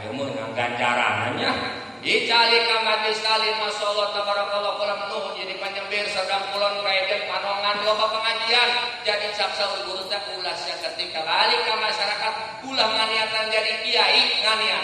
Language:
Sundanese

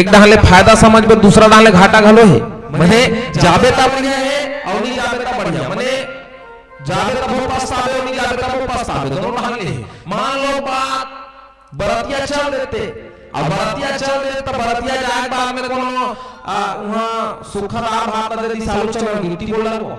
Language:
Chhattisgarhi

